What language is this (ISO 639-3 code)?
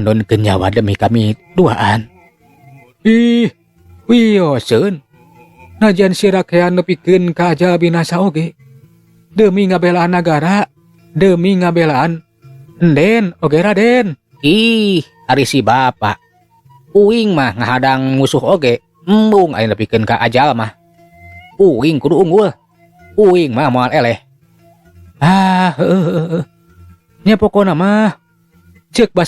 sun